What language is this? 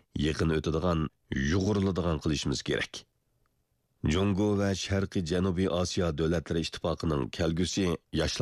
Uyghur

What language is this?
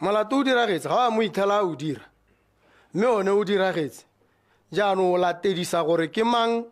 Tswana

